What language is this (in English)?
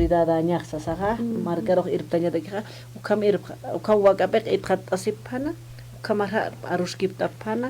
Aymara